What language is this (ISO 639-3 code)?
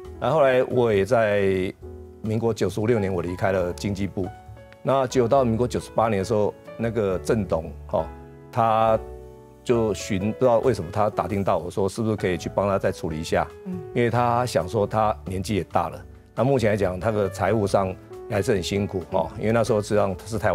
zho